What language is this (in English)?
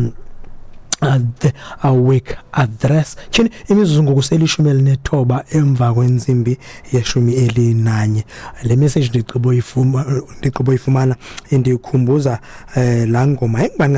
Xhosa